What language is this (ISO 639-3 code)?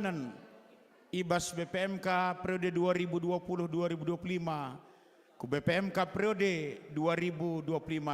btx